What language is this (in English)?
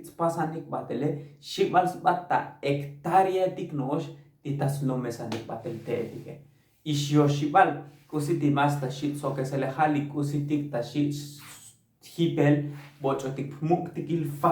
Tzotzil